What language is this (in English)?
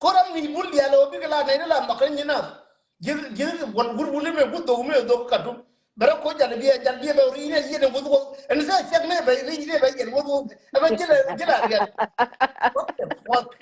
Nuer